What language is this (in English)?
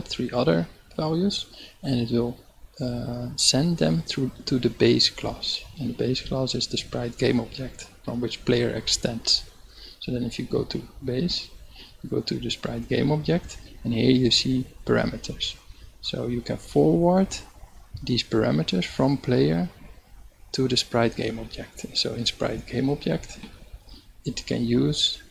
English